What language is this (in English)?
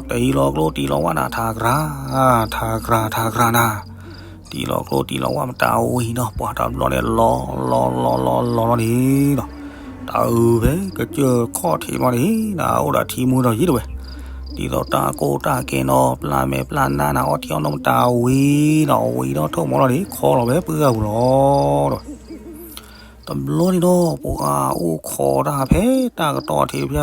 S'gaw Karen